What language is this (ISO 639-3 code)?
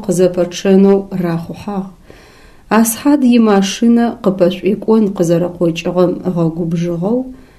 ady